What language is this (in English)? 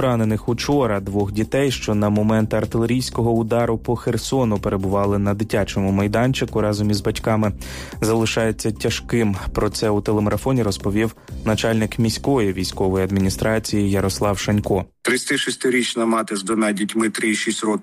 Ukrainian